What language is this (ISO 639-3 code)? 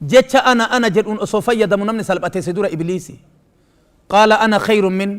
orm